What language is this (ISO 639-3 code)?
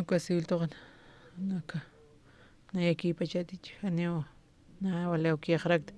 aym